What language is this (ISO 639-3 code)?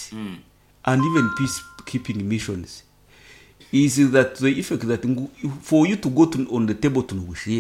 nyn